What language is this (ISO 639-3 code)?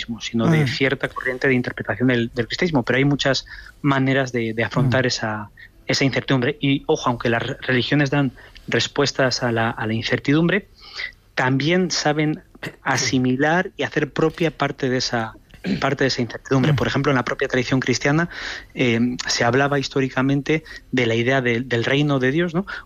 spa